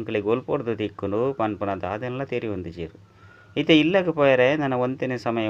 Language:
Tulu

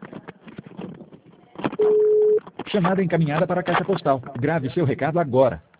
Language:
Portuguese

